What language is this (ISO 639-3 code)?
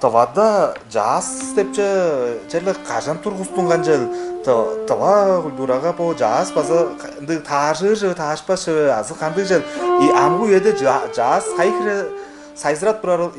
tyv